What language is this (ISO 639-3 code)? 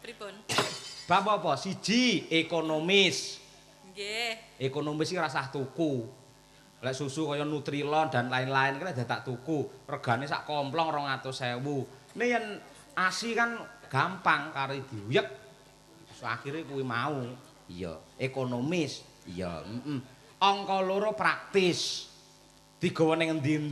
jav